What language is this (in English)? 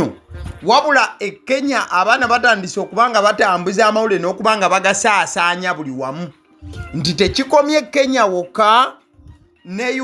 Ganda